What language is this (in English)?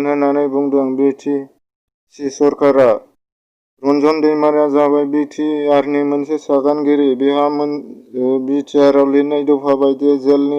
Bodo